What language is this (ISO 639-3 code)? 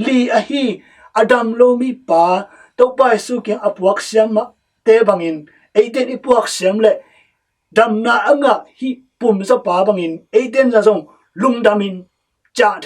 ctd